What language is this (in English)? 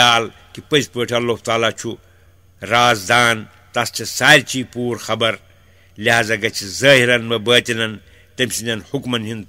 Kashmiri